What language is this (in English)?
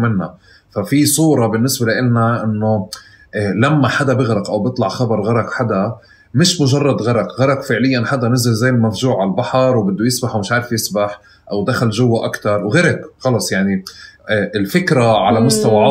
North Levantine Arabic